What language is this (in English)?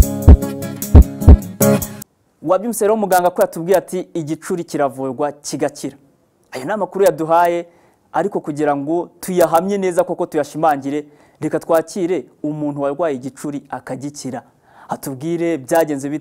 Kinyarwanda